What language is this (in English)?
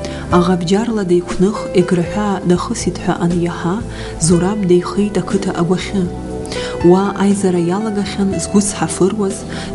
Abkhazian